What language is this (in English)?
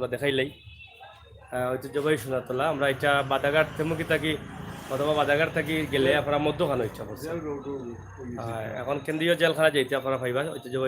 Sylheti